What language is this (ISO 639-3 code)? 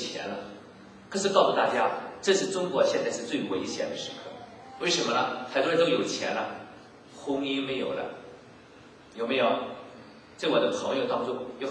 zho